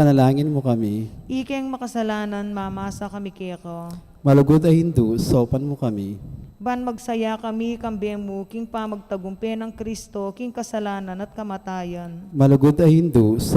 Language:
Pampanga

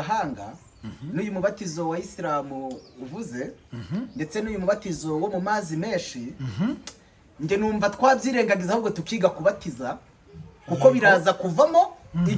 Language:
Kinyarwanda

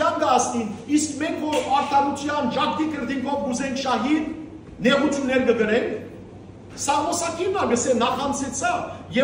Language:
Western Armenian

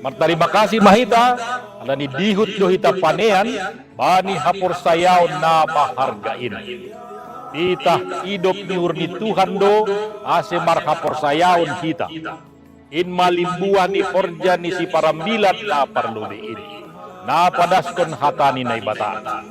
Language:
Batak Simalungun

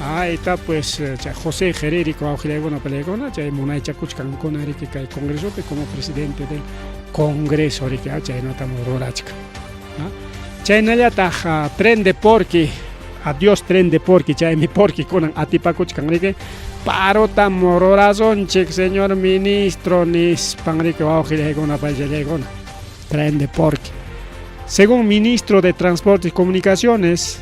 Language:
Ayacucho Quechua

